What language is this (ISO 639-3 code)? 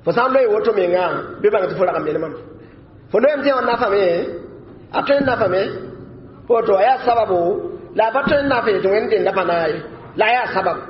mos